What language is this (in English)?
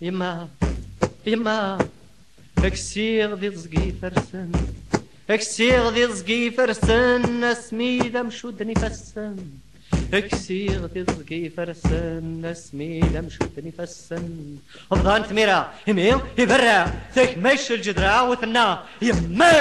Kabyle